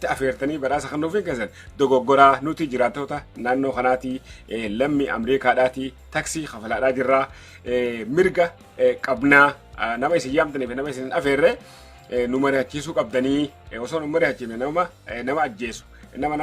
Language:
Oromo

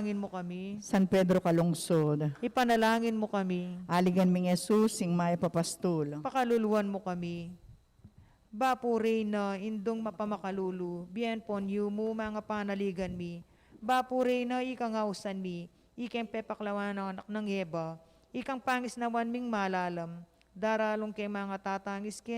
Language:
Pampanga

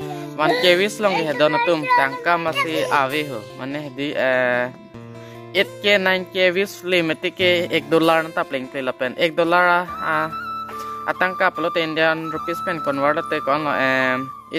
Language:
Karbi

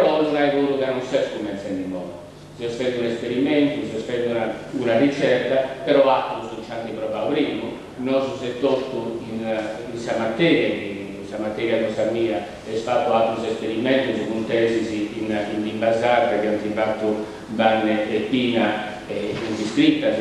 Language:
Sardinian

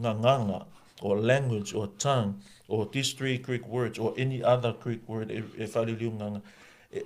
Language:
Samoan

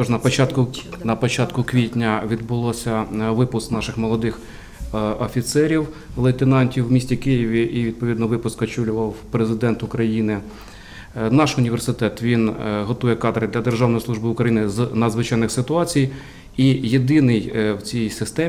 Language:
Ukrainian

